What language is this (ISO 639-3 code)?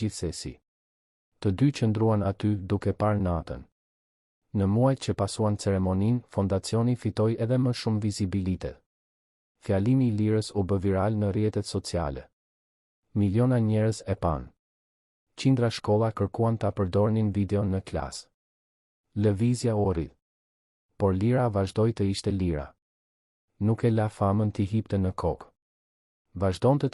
sqi